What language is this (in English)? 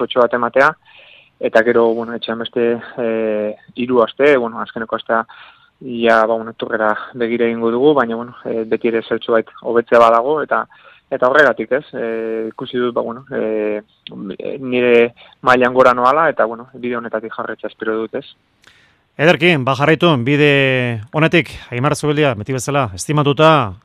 Basque